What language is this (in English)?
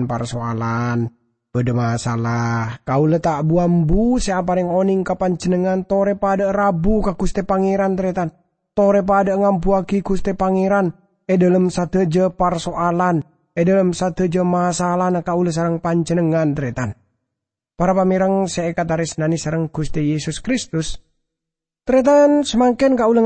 Madurese